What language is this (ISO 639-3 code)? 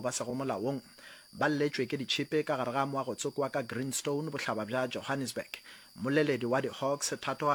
nso